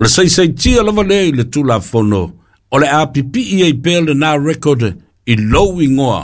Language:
Samoan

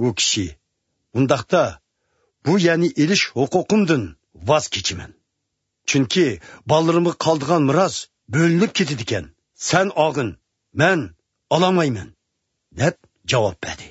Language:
Uyghur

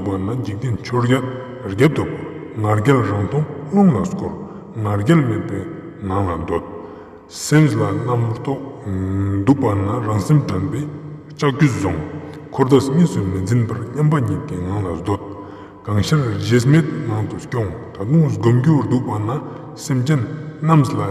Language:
Ladakhi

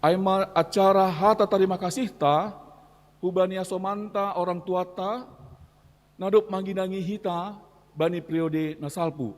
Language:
Batak Simalungun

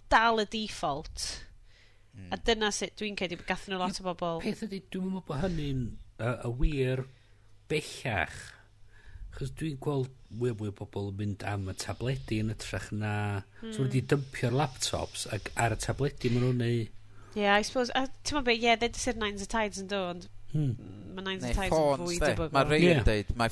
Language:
Welsh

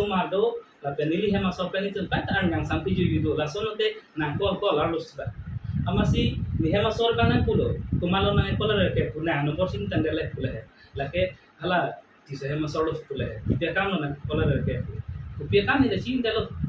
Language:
Karbi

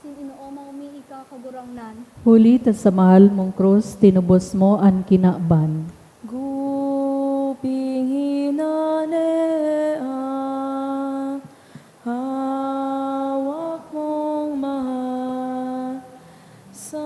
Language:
Bikol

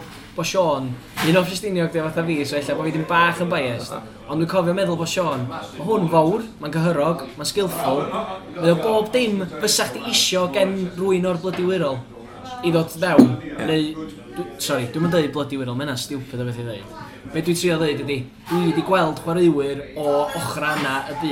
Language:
Welsh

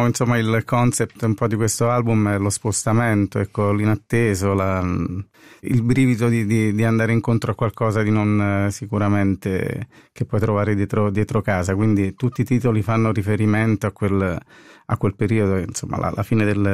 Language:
Italian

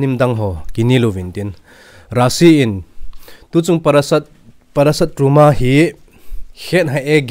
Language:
Thado Chin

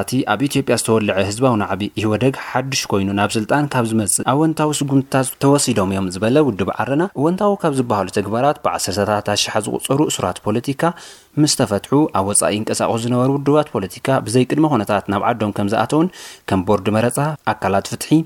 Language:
Tigrinya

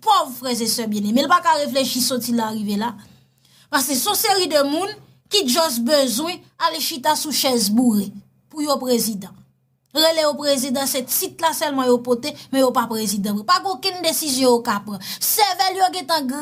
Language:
Haitian Creole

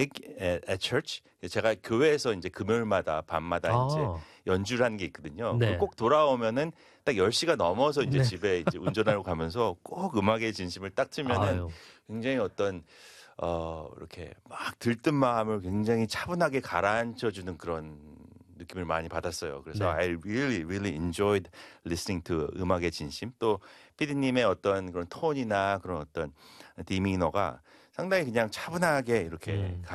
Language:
Korean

